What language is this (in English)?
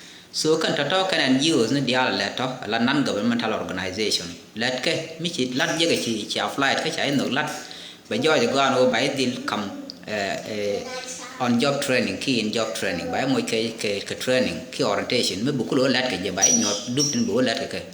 Nuer